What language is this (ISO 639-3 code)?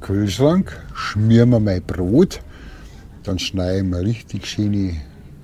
bar